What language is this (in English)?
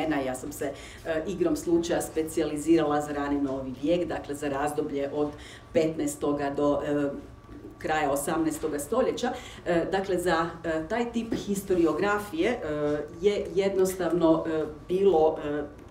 Croatian